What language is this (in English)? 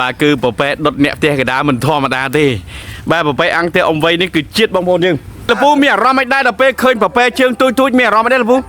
Khmer